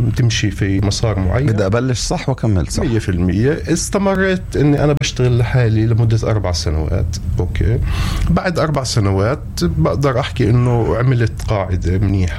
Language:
North Levantine Arabic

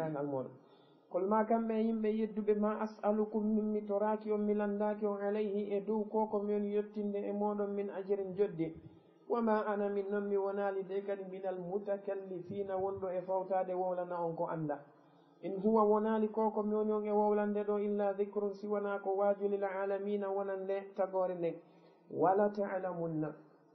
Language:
Fula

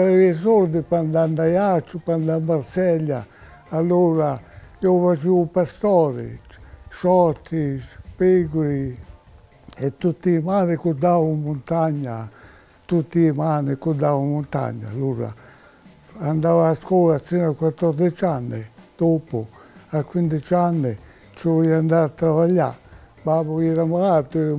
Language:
Corsican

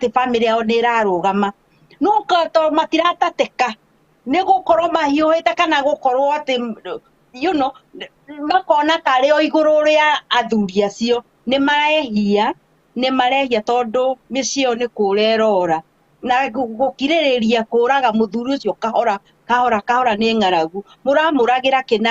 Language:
Kikuyu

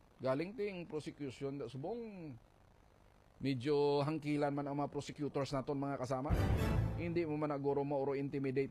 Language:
Hiligaynon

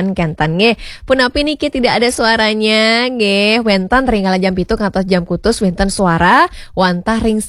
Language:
Balinese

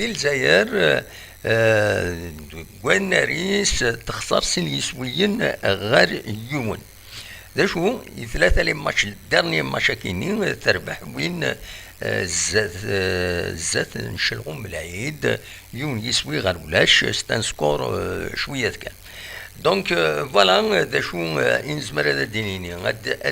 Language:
Kabyle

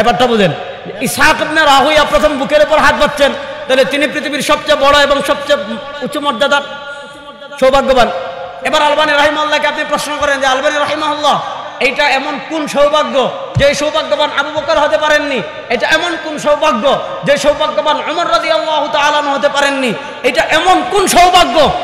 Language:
Bangla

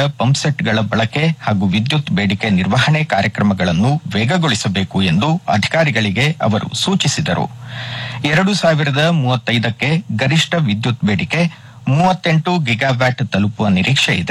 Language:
Kannada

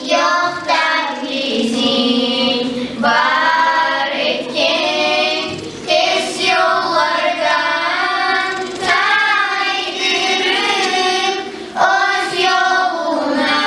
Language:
Kumyk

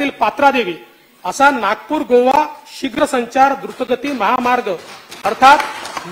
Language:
Marathi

